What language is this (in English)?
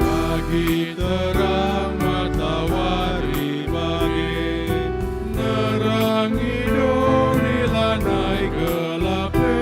Batak Karo